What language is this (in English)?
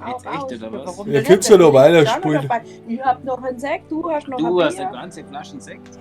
Bavarian